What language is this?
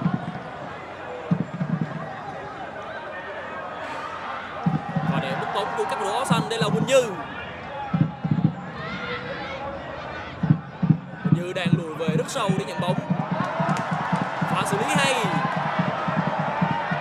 Vietnamese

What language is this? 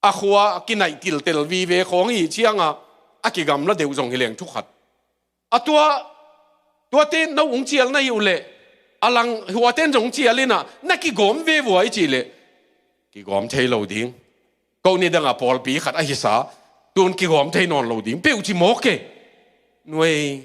Tedim Chin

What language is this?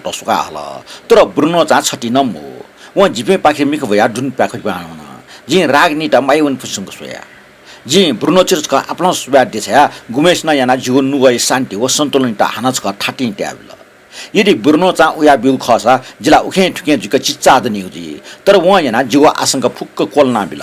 Newari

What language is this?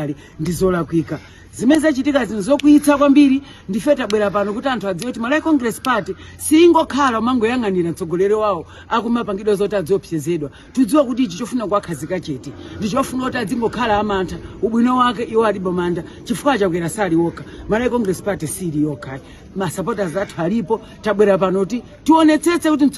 Nyanja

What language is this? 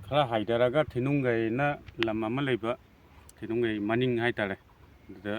Manipuri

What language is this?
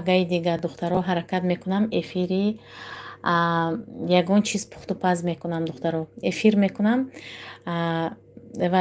Tajik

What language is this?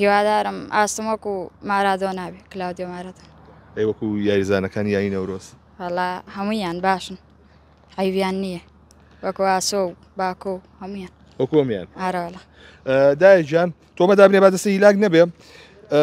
Central Kurdish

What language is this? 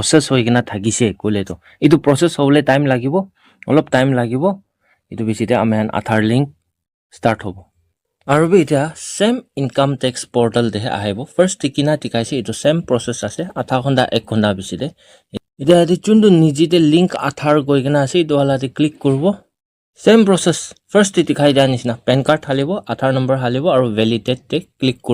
Naga Pidgin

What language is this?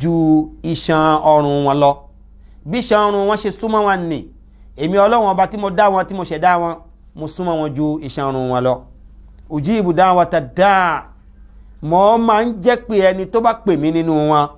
Yoruba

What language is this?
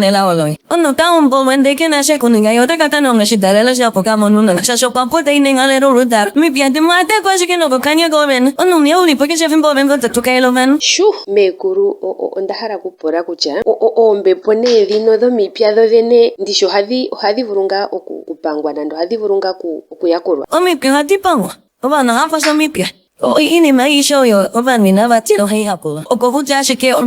Ndonga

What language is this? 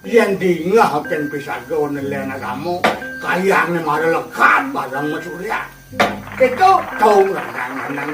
Balinese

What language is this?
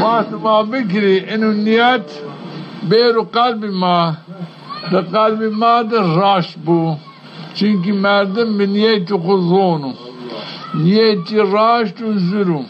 Zaza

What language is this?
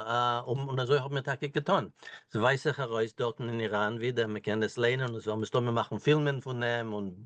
Yiddish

